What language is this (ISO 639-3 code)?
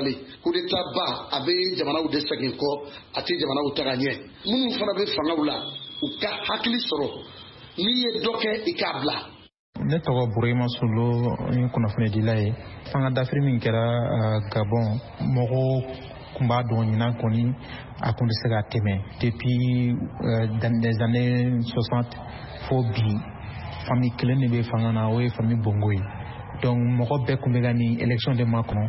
bam